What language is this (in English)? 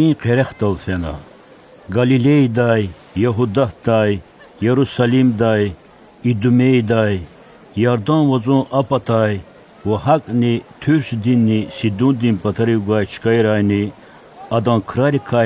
Lezghian